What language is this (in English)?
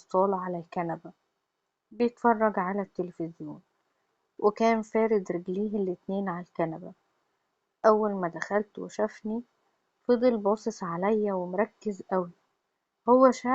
Egyptian Arabic